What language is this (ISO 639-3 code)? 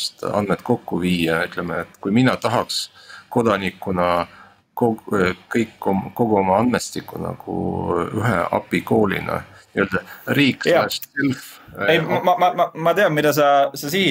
est